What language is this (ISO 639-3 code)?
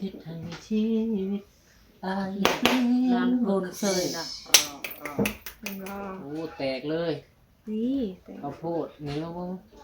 tts